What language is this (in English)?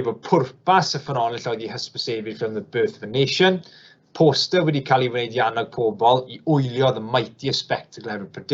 Welsh